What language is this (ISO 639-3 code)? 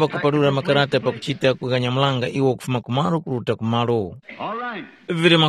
tum